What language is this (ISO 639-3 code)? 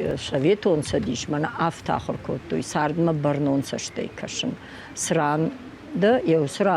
oss